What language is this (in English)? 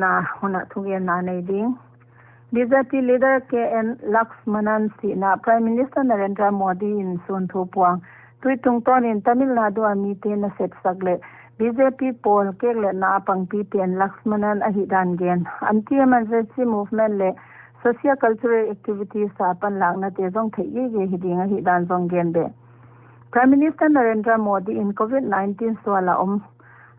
Paite Chin